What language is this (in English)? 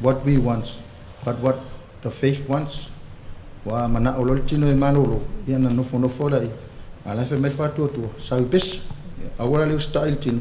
Samoan